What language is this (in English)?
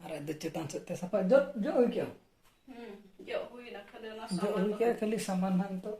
Santali